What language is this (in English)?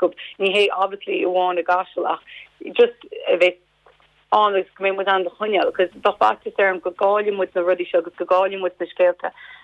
Irish